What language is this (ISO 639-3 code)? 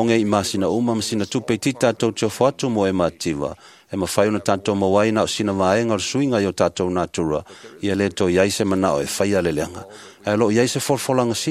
smo